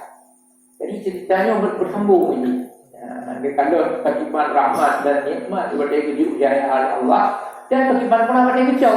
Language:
Achinese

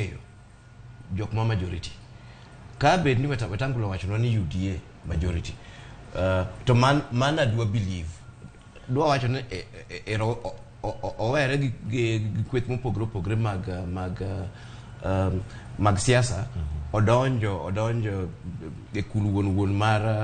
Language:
Luo (Kenya and Tanzania)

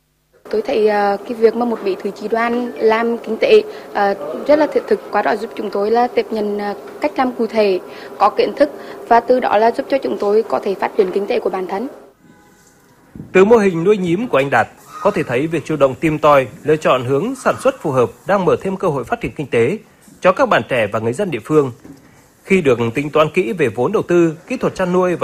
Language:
Vietnamese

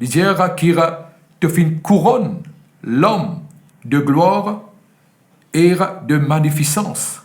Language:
Morisyen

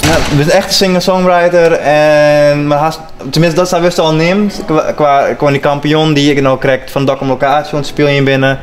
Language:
Western Frisian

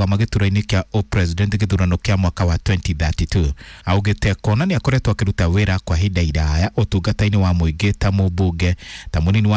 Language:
Kikuyu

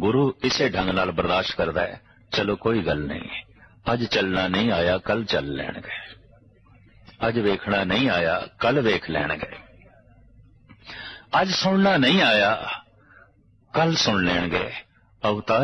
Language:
Punjabi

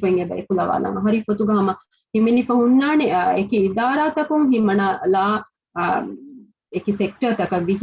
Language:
Divehi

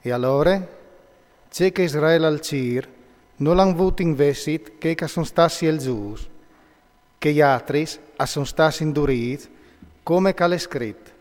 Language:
Friulian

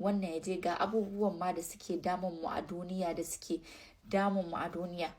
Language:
Hausa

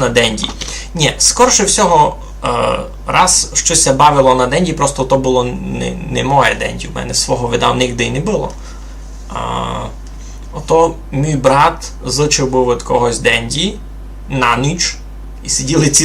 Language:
Rusyn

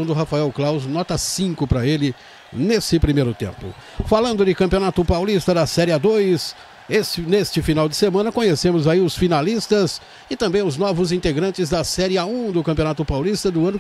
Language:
Portuguese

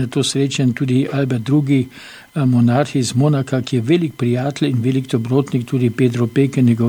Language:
Slovenian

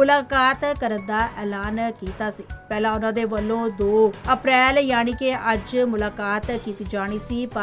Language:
Punjabi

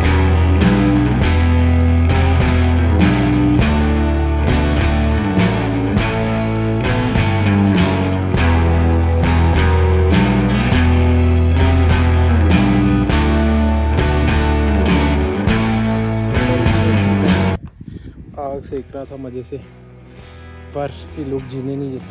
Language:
Hindi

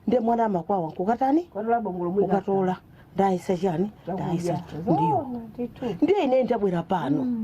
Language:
Nyanja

